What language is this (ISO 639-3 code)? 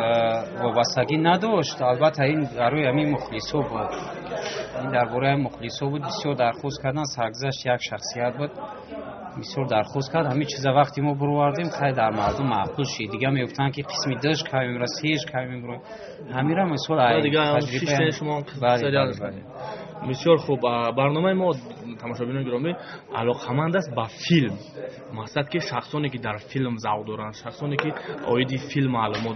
tgk